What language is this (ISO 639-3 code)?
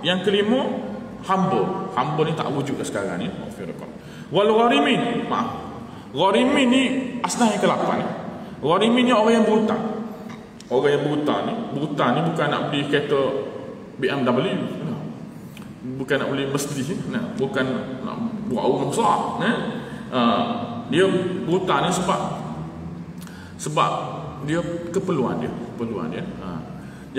msa